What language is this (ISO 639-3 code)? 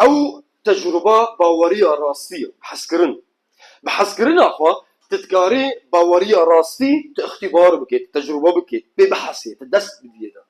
kur